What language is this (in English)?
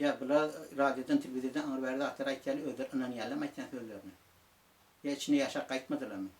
Turkmen